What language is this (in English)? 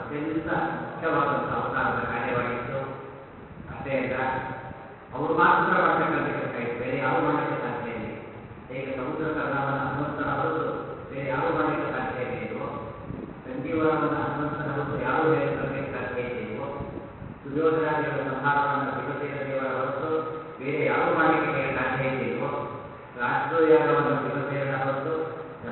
Kannada